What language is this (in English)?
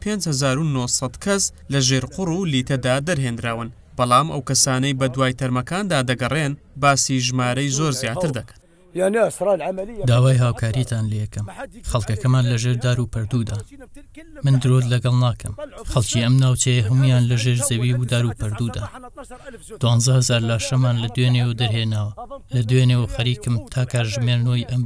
Central Kurdish